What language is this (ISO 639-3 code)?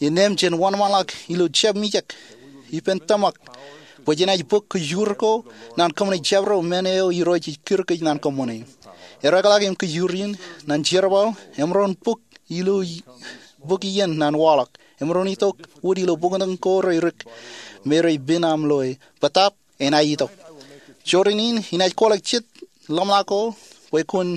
mah